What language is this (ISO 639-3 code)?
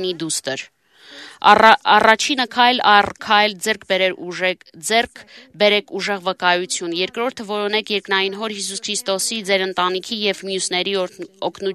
hye